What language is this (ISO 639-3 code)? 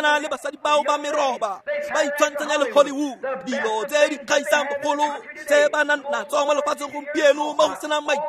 tsn